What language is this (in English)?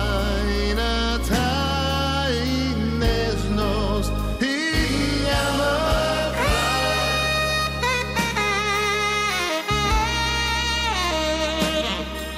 Bulgarian